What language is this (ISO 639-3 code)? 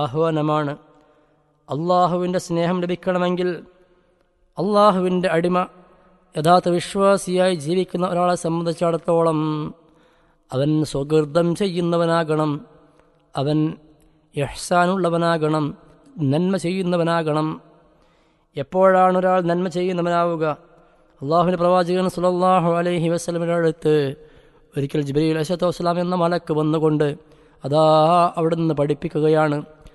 mal